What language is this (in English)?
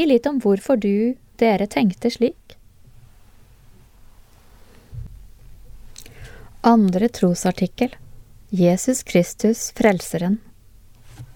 Norwegian